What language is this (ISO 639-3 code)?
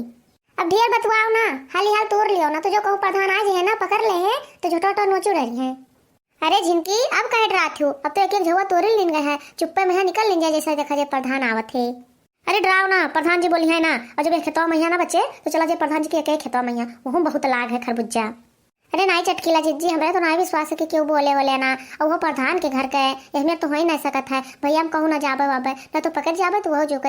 awa